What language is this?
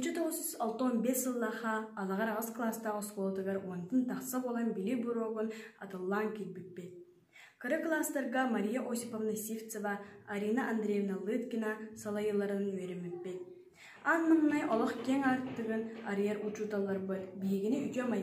Yakut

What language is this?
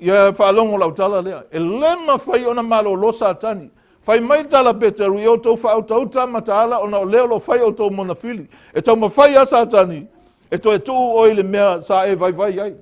Samoan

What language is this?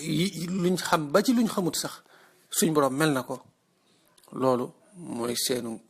Wolof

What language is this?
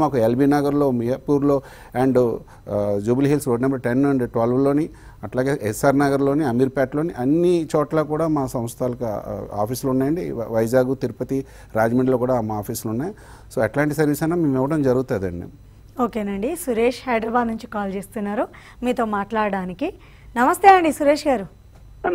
Telugu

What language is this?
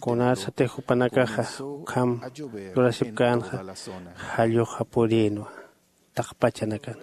Aymara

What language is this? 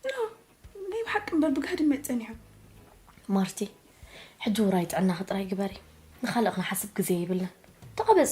Tigrinya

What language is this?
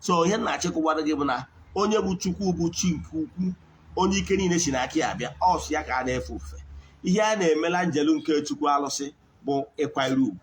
Igbo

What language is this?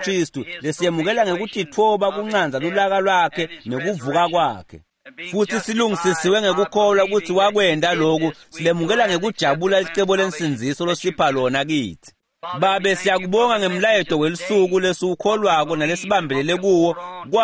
Swati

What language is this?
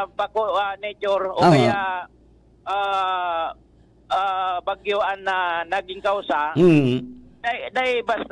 Bikol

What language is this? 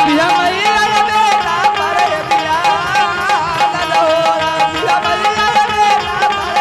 Angika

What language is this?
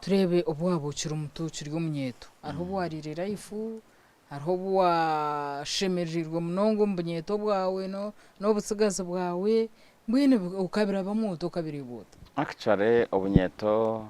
Nyankole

